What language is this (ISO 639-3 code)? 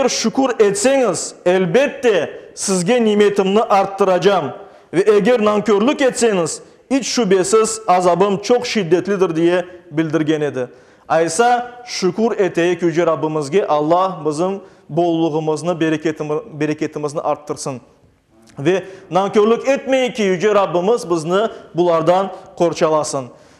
crh